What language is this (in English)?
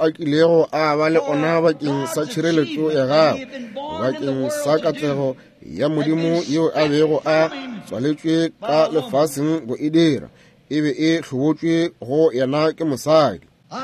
Northern Sotho